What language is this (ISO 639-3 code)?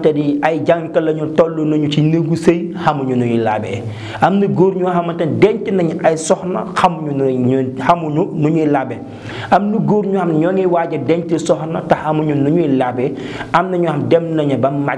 wol